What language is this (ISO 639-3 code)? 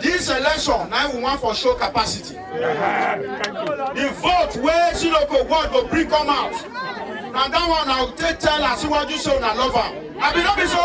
pcm